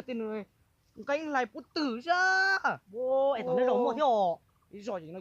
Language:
Hmong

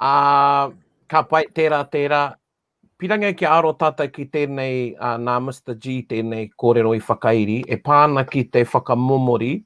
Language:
Māori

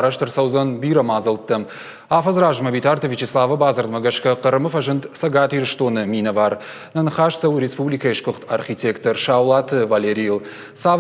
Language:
Ossetic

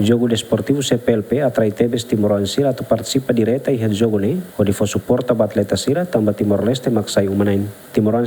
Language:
Tetum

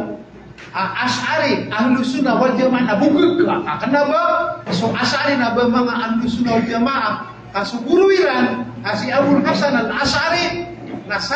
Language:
Maranao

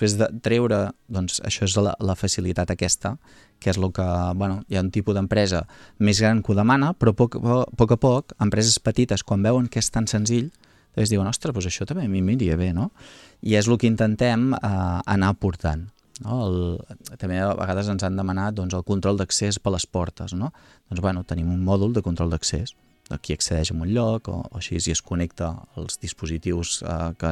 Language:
Catalan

